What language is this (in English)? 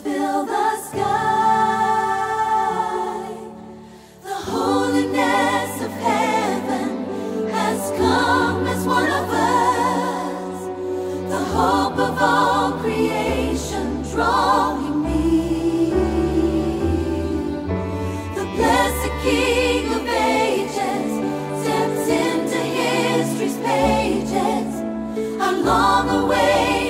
English